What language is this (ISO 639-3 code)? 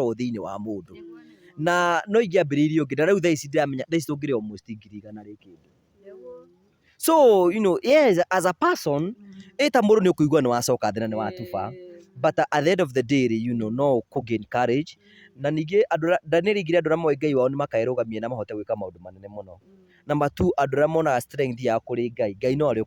kik